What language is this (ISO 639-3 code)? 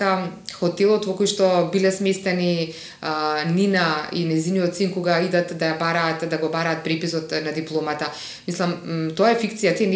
mkd